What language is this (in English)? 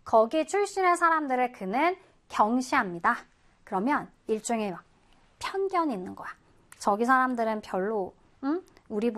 Korean